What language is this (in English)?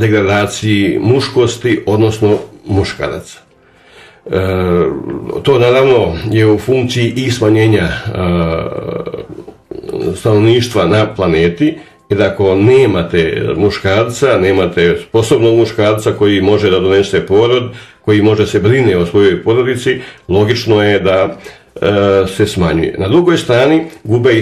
Serbian